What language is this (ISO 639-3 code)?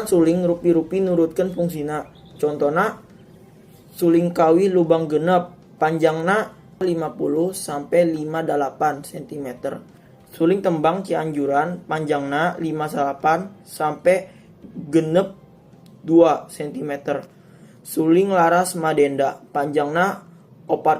sun